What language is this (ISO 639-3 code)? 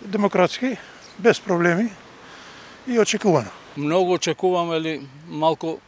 mkd